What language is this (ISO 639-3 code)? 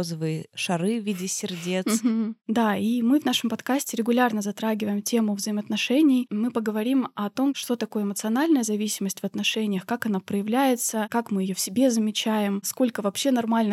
rus